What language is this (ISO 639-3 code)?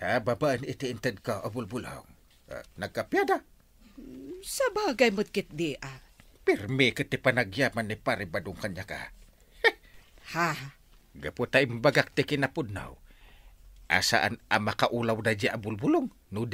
ilo